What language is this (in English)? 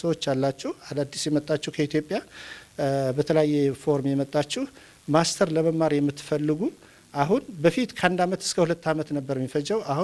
Amharic